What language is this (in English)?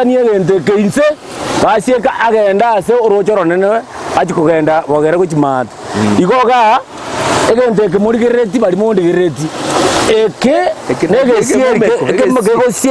Gusii